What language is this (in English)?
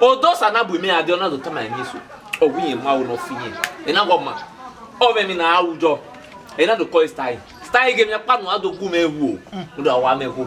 Bini